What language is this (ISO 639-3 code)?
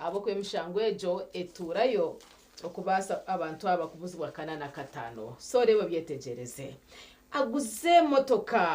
nyn